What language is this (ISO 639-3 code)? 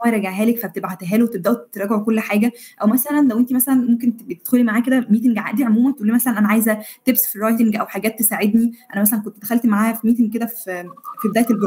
arz